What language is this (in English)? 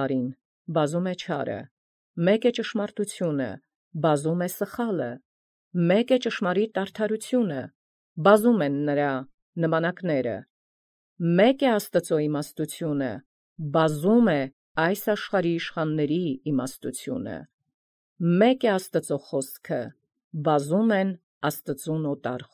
Armenian